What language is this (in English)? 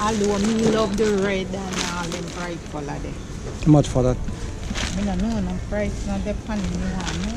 Jamaican Creole English